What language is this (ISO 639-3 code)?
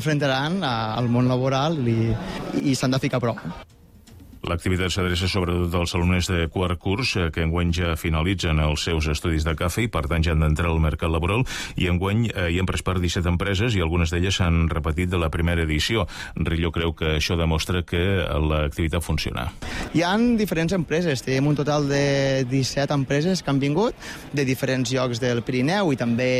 cat